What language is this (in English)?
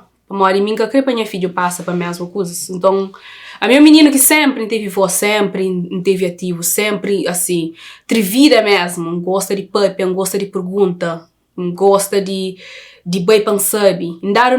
Kabuverdianu